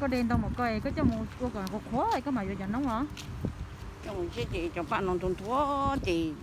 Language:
Hmong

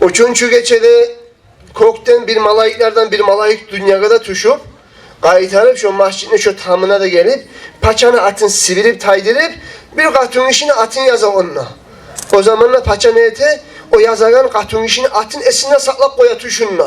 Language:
Kumyk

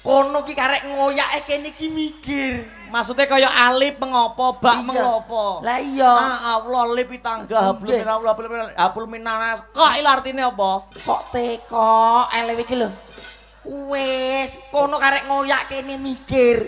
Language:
Javanese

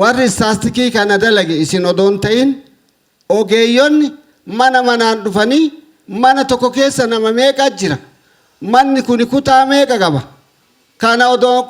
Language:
Oromo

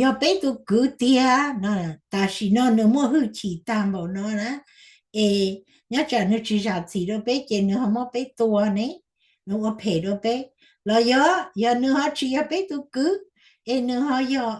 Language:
Hmong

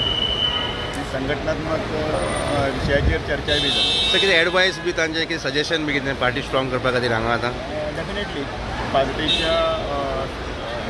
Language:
Konkani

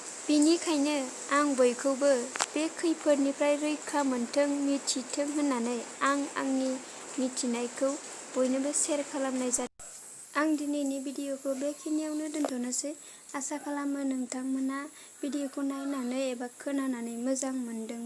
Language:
Bodo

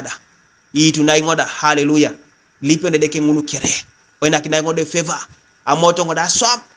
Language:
Teso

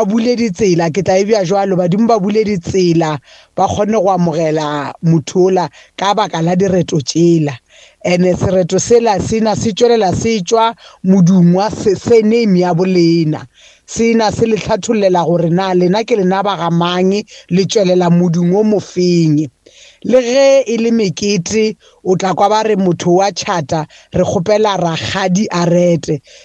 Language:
Northern Sotho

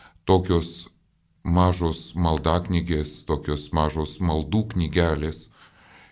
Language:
Lithuanian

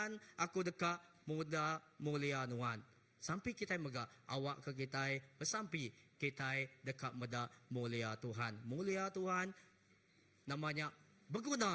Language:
Iban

